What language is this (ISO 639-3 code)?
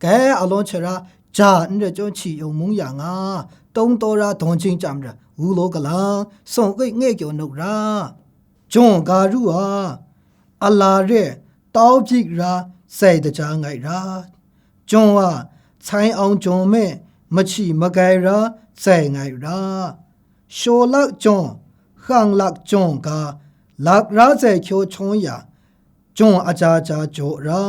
kac